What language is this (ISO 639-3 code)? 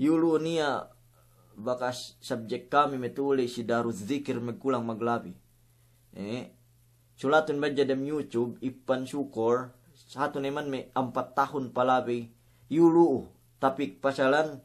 yka